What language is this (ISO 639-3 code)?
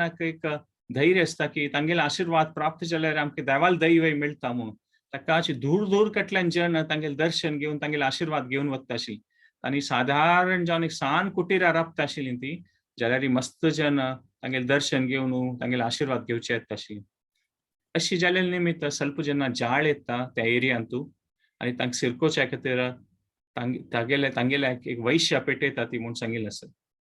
kok